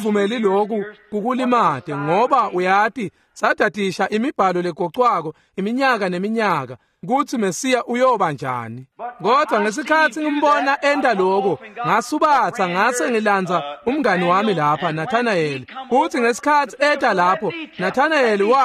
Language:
Swati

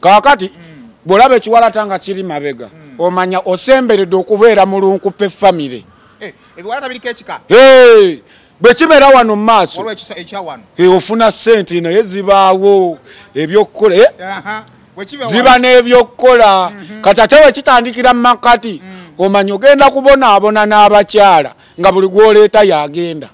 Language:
Ganda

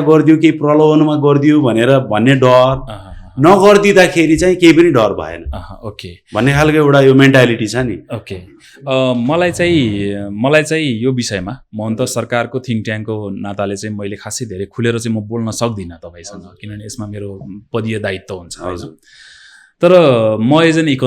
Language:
Nepali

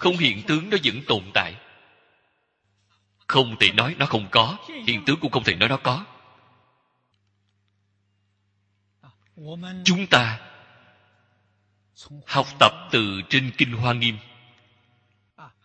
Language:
Vietnamese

